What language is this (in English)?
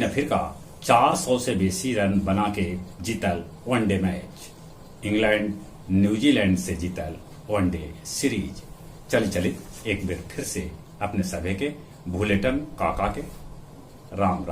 Magahi